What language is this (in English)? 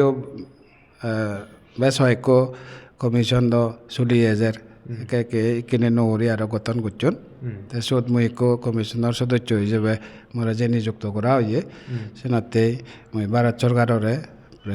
Chakma